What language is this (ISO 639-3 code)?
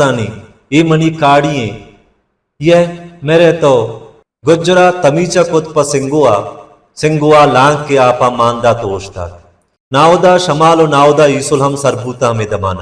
bal